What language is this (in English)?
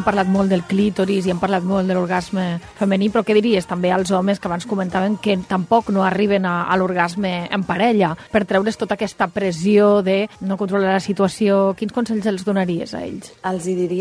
Catalan